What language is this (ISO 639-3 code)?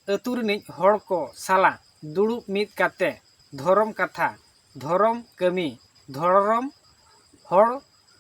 sat